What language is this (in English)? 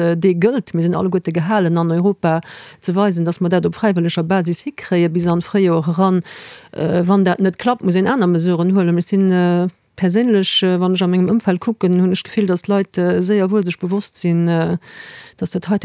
Luxembourgish